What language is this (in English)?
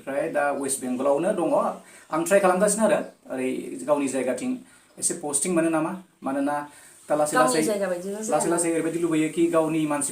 Bodo